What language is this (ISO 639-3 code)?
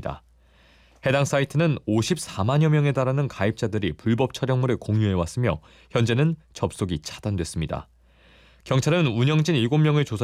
kor